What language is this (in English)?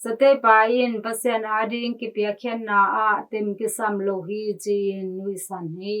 Tedim Chin